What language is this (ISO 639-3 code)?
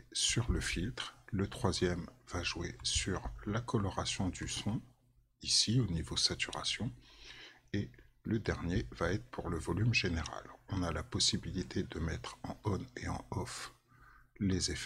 fra